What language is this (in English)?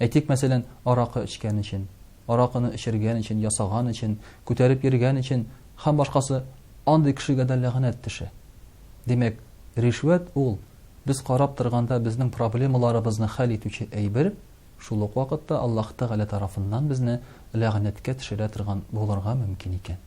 Tatar